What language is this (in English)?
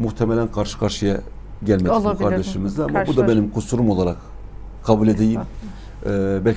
Turkish